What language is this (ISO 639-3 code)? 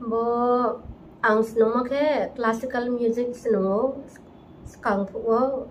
ria